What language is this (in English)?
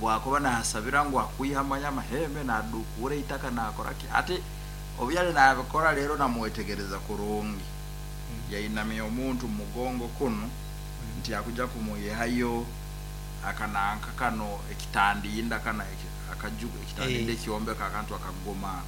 Nyankole